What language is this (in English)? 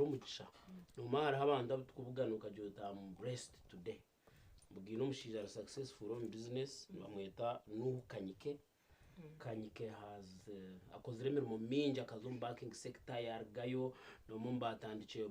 Nyankole